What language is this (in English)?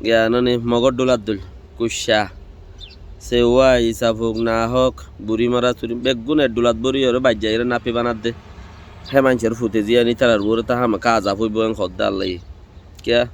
Rohingya